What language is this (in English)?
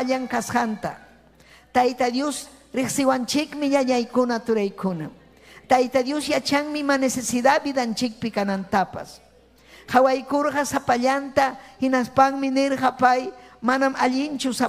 Ayacucho Quechua